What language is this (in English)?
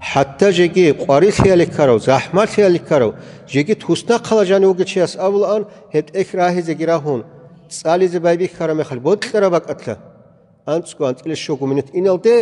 Avaric